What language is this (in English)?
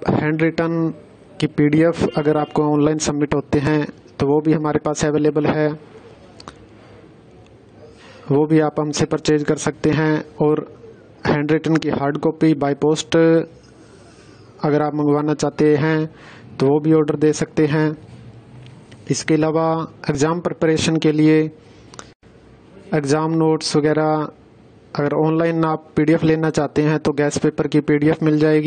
Hindi